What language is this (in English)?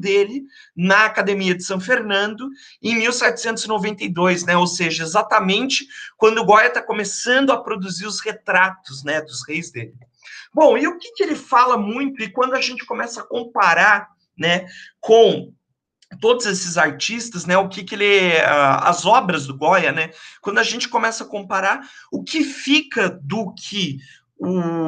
Portuguese